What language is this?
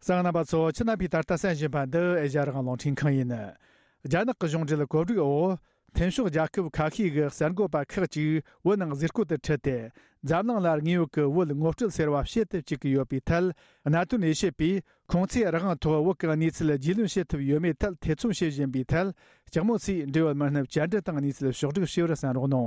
Tibetan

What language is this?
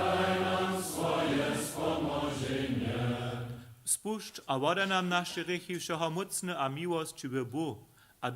Upper Sorbian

